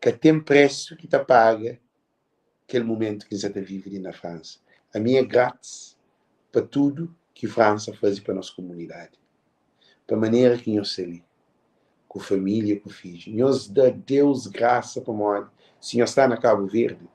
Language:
Kabuverdianu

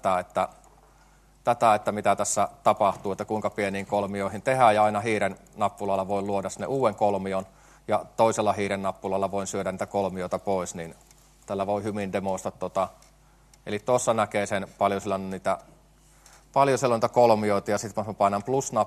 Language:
Finnish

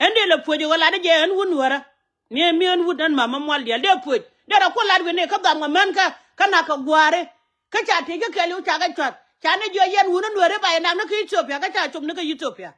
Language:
Nuer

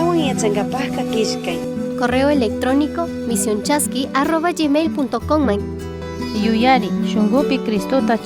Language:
Chimborazo Highland Quichua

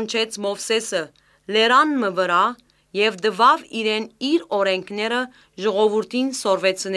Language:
Armenian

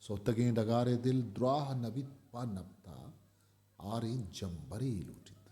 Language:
Eastern Balochi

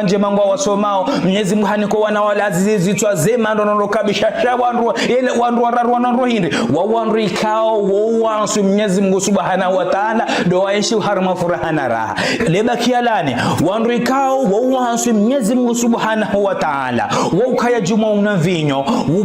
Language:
Ngazidja Comorian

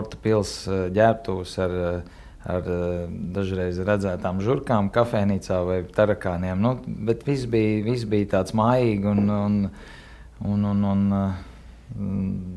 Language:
Latvian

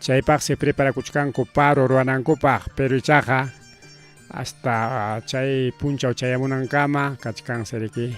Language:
Ayacucho Quechua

